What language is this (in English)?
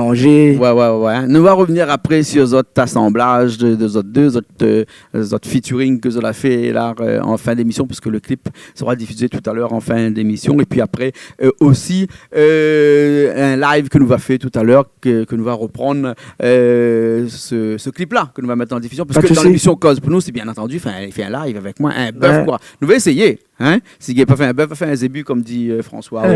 Réunion Creole French